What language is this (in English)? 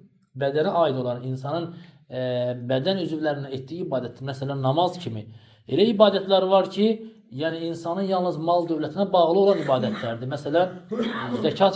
Azerbaijani